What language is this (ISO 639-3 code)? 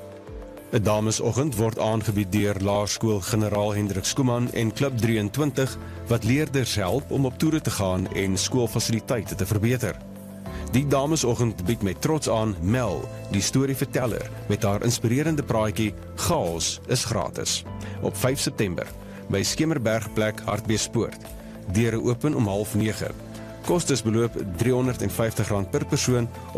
afr